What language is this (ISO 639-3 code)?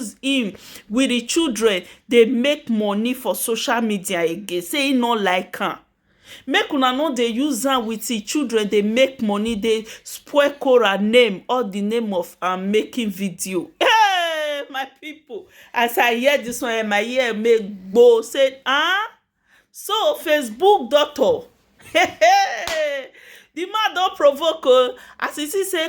pcm